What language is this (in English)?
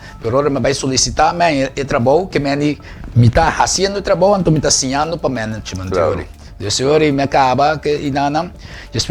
Papiamento